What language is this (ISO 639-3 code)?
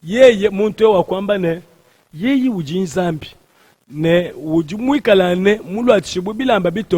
lua